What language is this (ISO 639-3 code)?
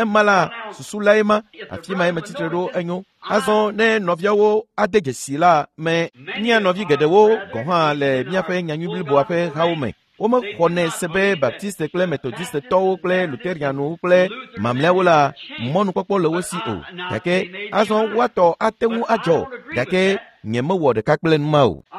ewe